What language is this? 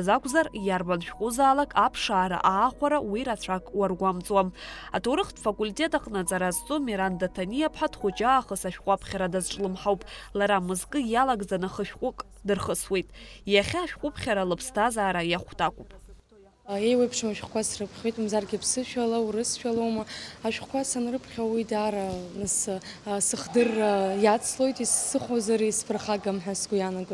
Abkhazian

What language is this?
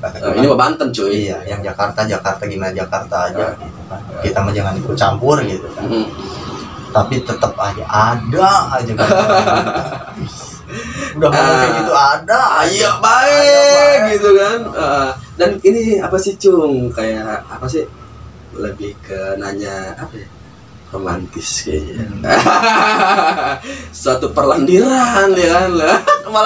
Indonesian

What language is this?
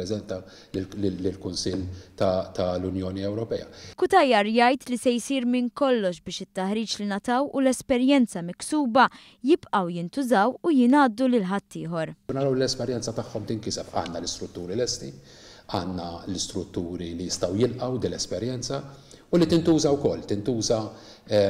Maltese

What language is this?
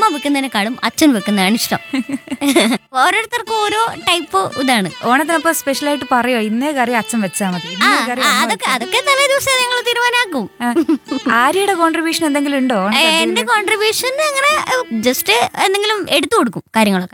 Malayalam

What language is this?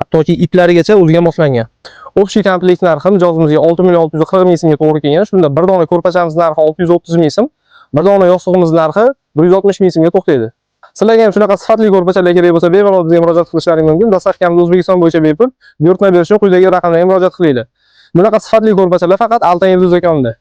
Uzbek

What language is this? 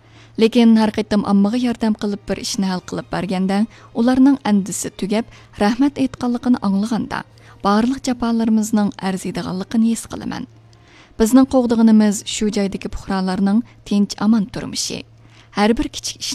Uyghur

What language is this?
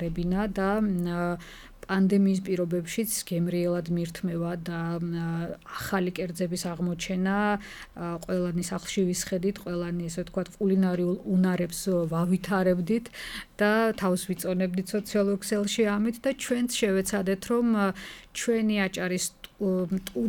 Georgian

